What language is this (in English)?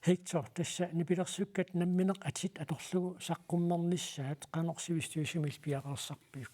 Kalaallisut